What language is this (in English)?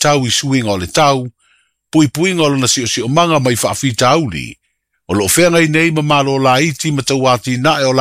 Samoan